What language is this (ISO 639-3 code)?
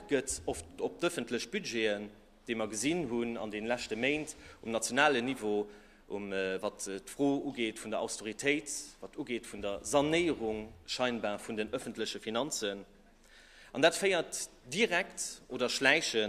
ltz